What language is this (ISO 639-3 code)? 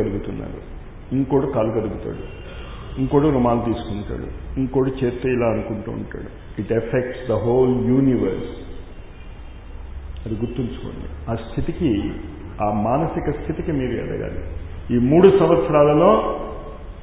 tel